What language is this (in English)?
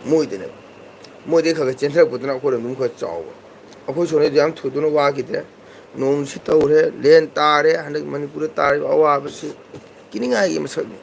Manipuri